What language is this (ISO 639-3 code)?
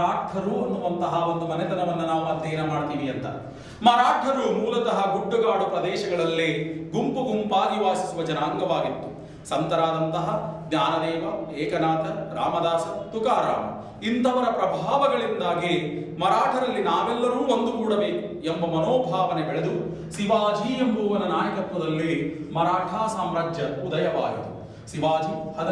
kan